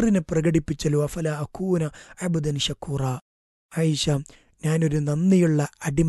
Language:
Malayalam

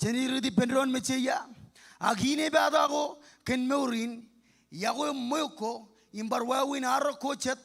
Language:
Marshallese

